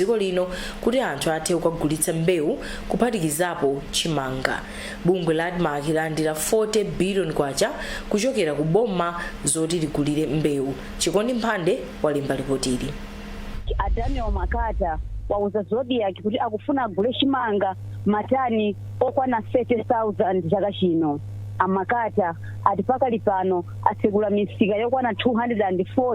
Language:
Nyanja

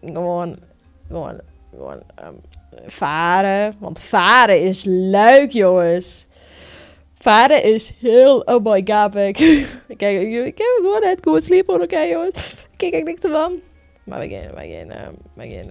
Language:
Western Frisian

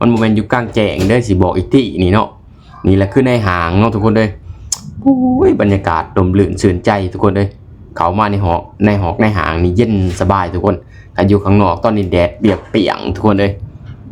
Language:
Lao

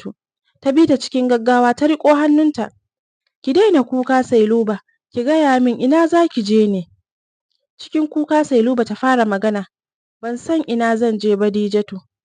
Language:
Hausa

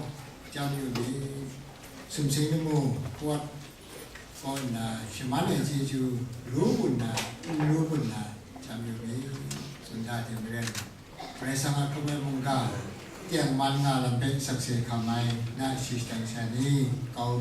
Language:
Kachin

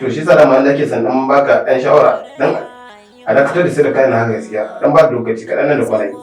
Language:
Hausa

